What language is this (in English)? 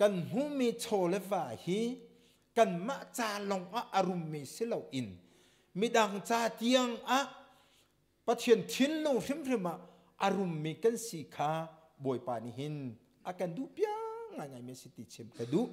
Hakha Chin